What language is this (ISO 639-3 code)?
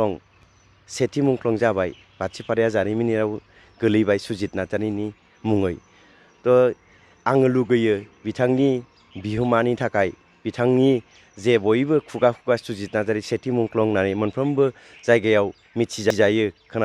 brx